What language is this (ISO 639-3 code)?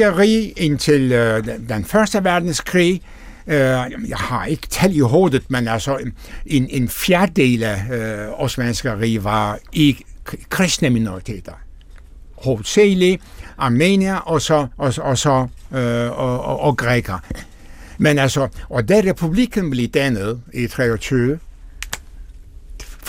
dan